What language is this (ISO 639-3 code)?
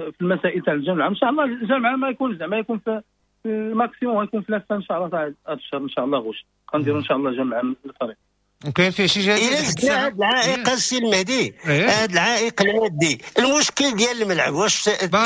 ary